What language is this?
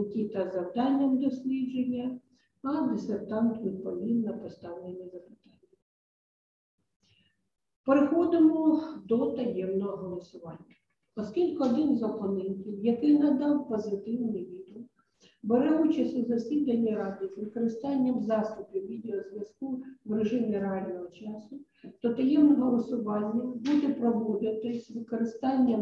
Ukrainian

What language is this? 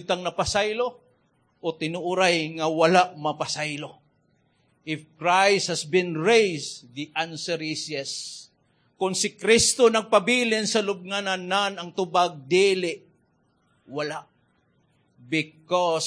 Cebuano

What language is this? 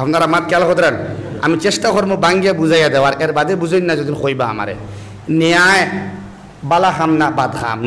Sylheti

